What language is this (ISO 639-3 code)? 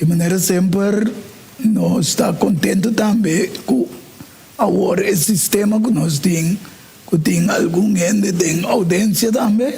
pap